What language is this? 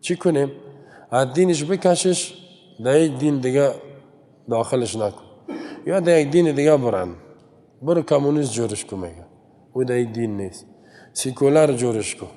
Persian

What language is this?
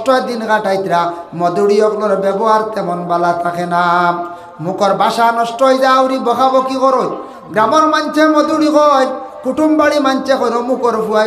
Sylheti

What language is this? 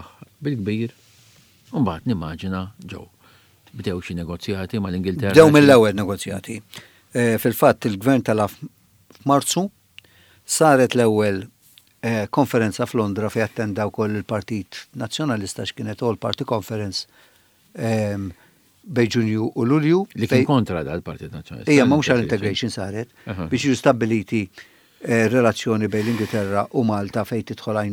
Maltese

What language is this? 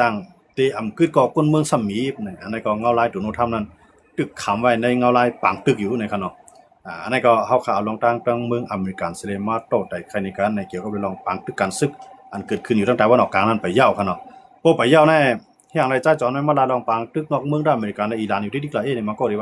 Shan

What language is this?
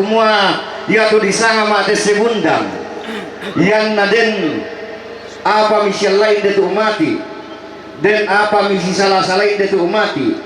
Toraja-Sa'dan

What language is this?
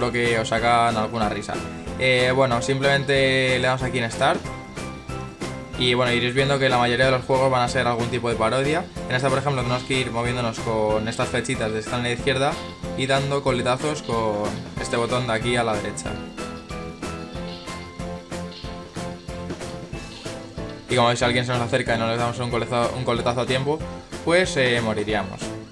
Spanish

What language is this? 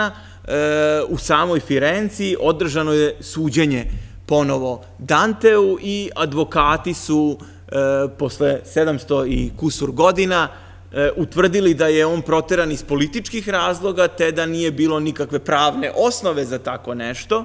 Serbian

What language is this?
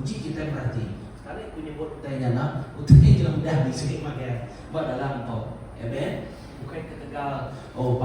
Iban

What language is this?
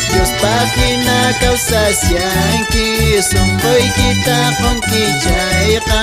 Quechua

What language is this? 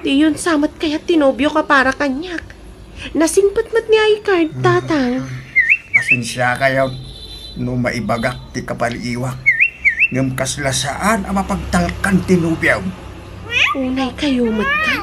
Iloko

